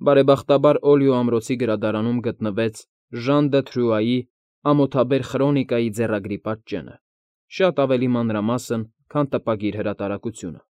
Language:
Armenian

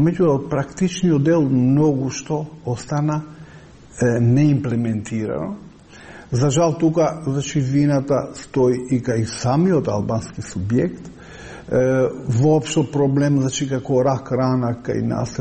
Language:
Macedonian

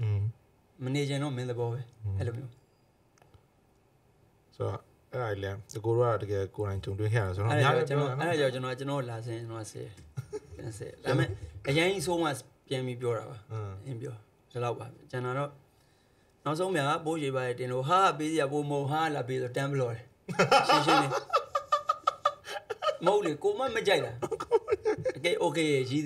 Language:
Burmese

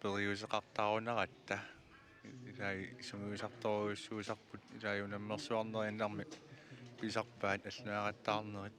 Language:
Kalaallisut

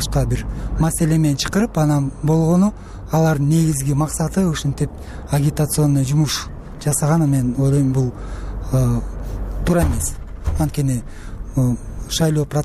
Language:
Kyrgyz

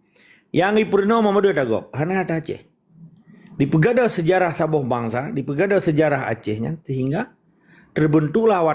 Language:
Achinese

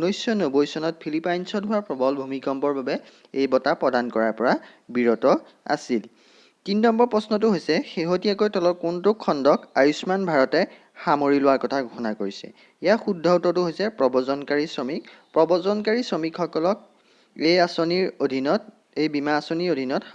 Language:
Assamese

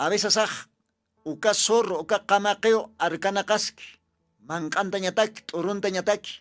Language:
Aymara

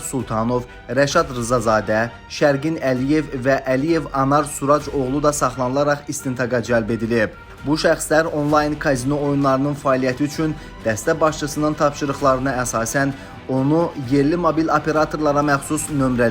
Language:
Azerbaijani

